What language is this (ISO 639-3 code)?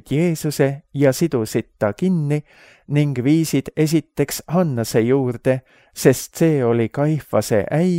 est